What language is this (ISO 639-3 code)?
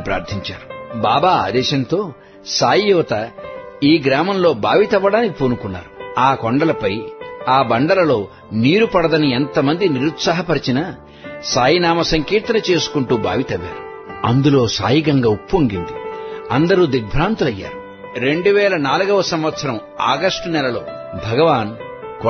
tel